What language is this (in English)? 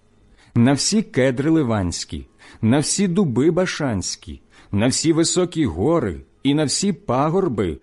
Ukrainian